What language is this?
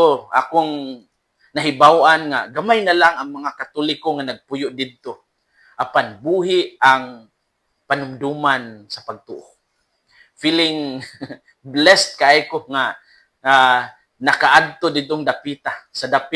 Cebuano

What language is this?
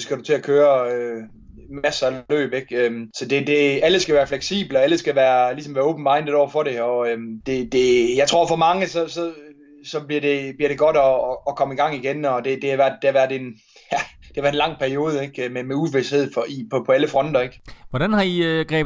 Danish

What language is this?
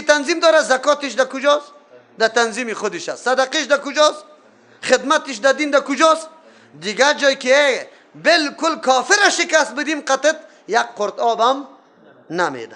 Persian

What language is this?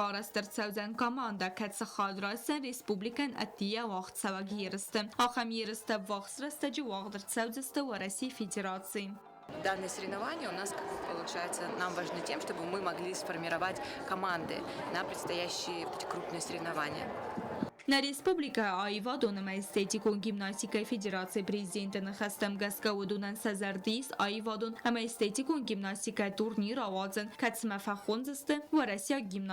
Ossetic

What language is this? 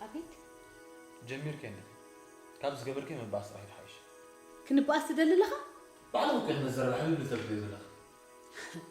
Tigrinya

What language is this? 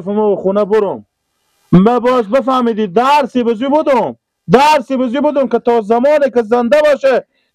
Persian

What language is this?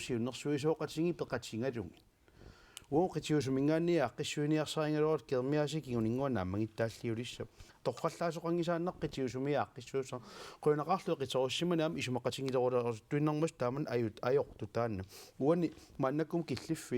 Kalaallisut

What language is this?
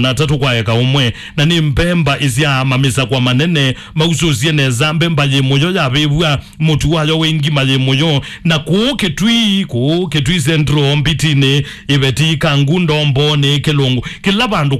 Kamba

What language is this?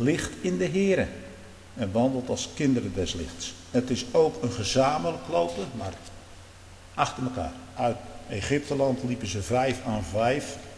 Dutch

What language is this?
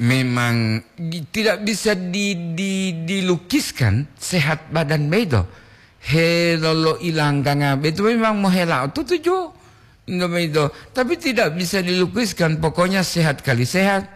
Gorontalo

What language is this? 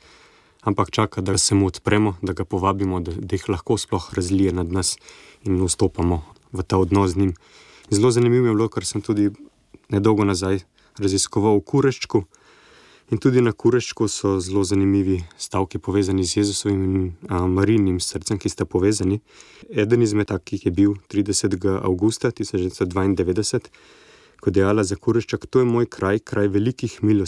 Slovenian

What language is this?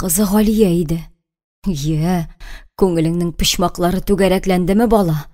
Tatar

